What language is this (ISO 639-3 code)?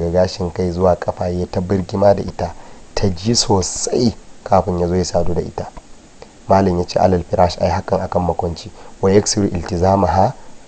hau